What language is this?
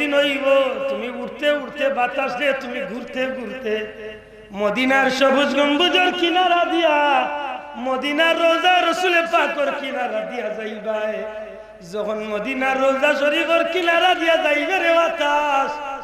Sylheti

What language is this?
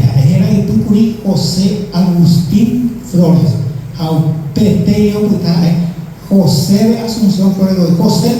Guarani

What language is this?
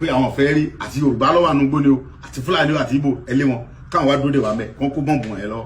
Yoruba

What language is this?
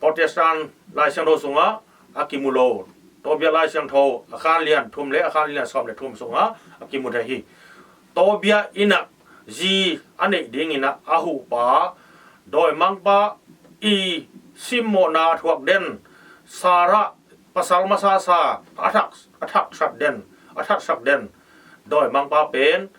Tedim Chin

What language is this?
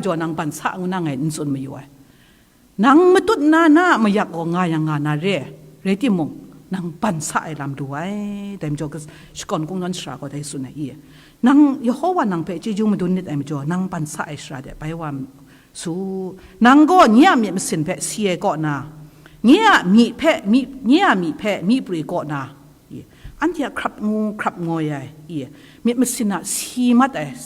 Kachin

